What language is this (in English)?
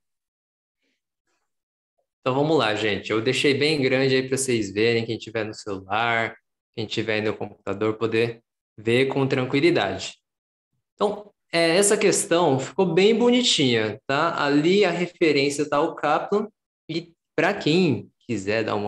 Portuguese